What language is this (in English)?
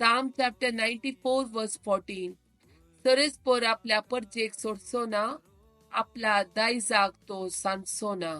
Konkani